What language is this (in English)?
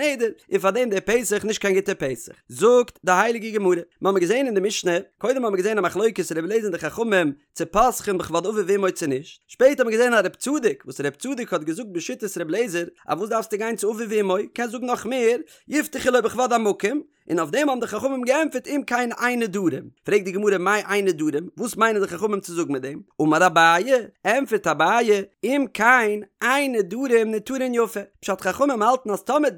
Yiddish